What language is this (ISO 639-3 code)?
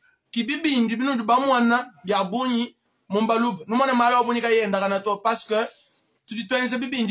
lua